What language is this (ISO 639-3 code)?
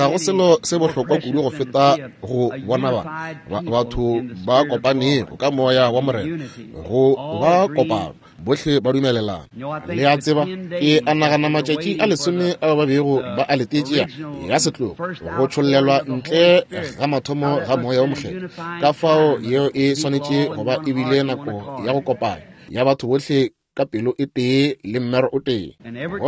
nso